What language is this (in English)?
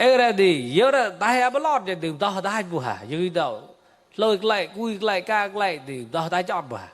Mon